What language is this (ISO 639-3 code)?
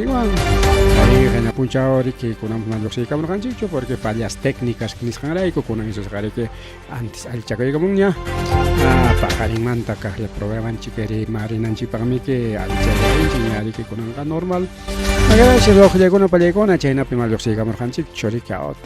quy